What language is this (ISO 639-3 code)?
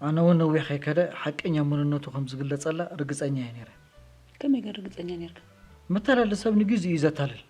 tir